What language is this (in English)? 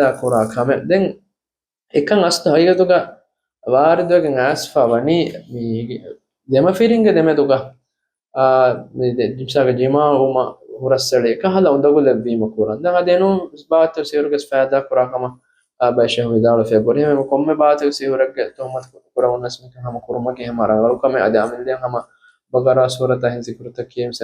Divehi